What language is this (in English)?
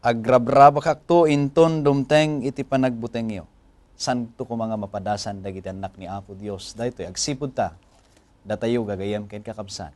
Iloko